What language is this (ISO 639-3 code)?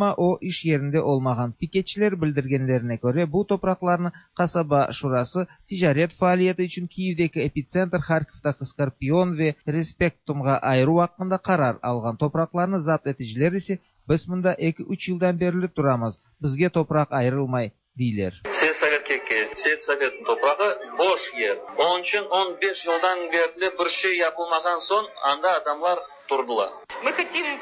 tat